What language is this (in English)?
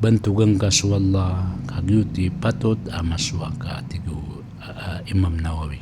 Maranao